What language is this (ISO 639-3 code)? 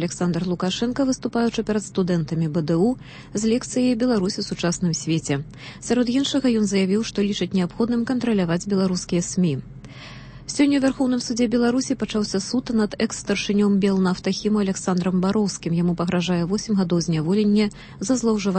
bel